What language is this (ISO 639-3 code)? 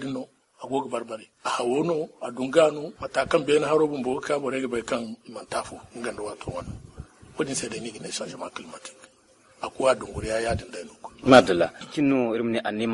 dje